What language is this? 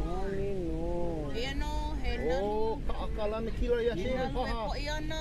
Hawaiian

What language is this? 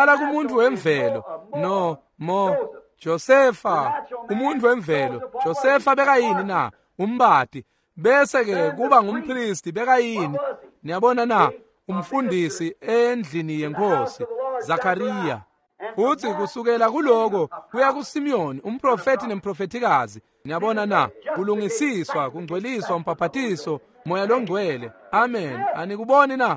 Swati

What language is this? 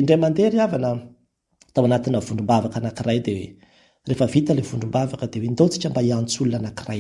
Malagasy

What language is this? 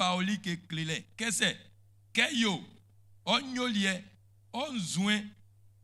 Baoulé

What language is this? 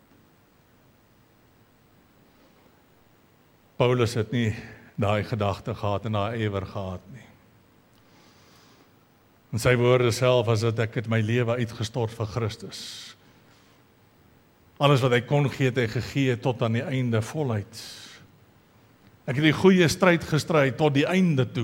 Afrikaans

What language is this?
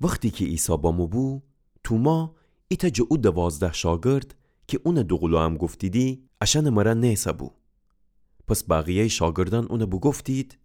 Gilaki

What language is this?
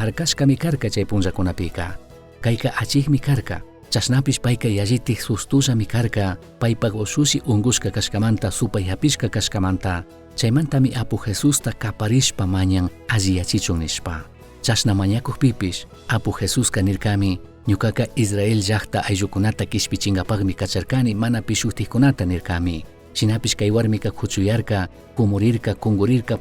Chimborazo Highland Quichua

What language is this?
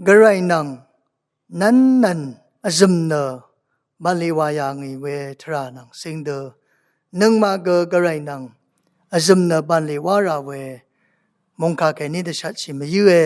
Rawang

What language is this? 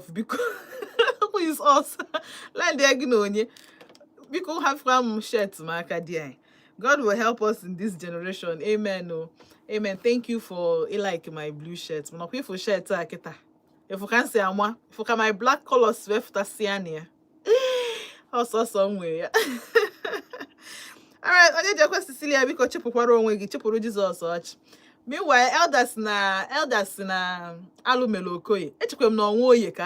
Igbo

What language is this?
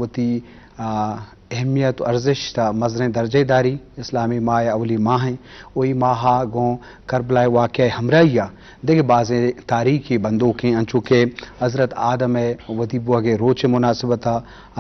Eastern Balochi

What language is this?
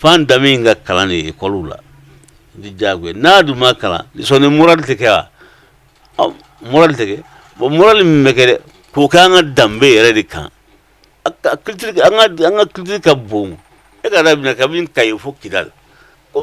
Bambara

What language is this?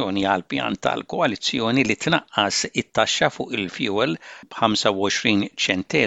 Maltese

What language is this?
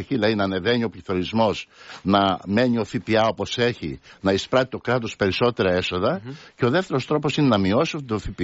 Greek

